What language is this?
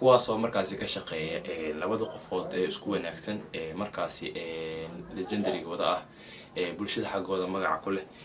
Somali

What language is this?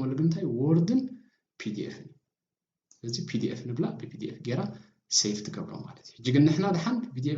Tigrinya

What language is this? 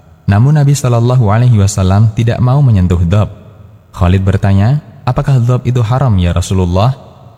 Indonesian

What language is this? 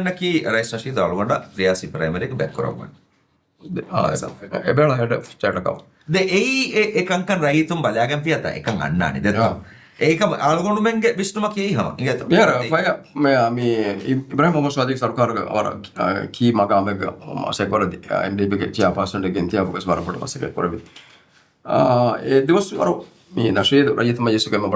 Divehi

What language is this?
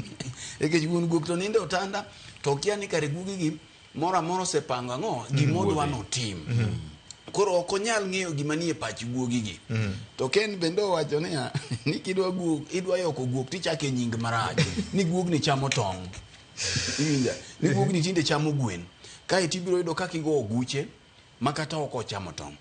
Luo (Kenya and Tanzania)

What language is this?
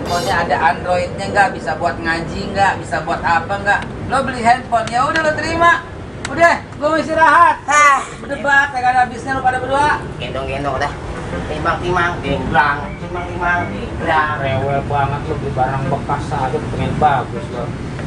Betawi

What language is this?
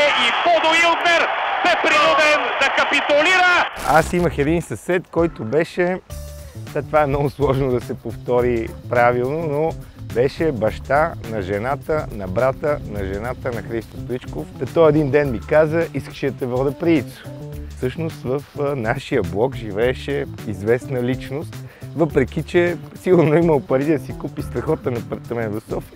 Bulgarian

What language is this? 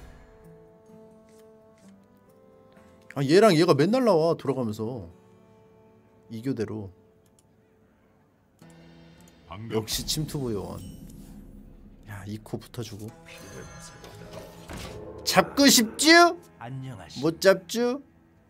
Korean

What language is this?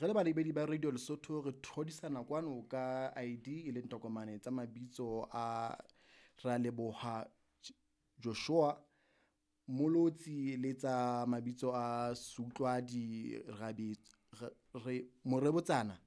Southern Sotho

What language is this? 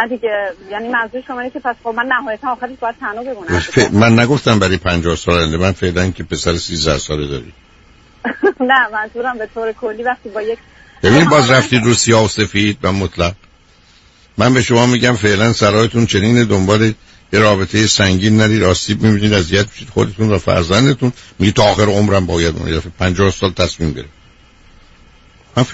Persian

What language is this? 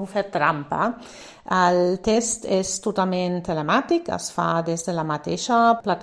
Catalan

